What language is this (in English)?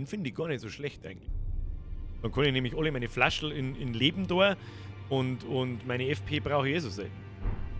Bavarian